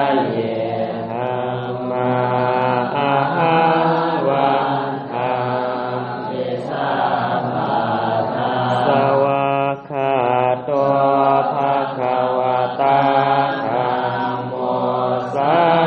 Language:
Pali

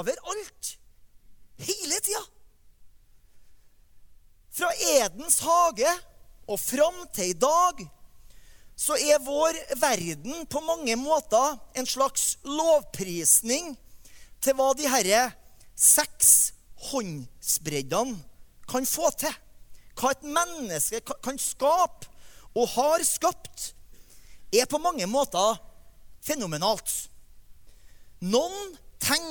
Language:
Norwegian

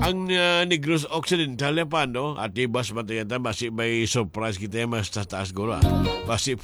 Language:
Hiligaynon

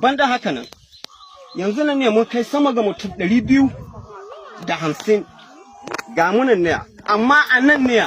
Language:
Hausa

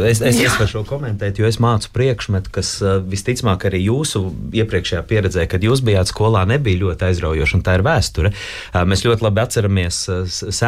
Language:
Latvian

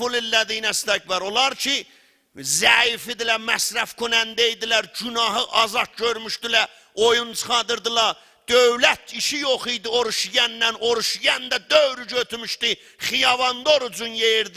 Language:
South Azerbaijani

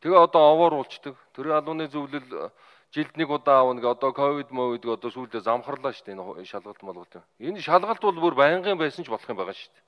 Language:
Mongolian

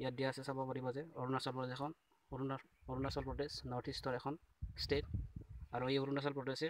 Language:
Assamese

